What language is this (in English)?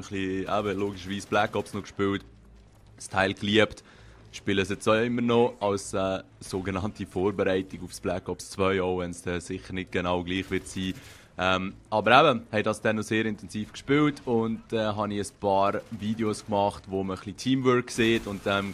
Swiss German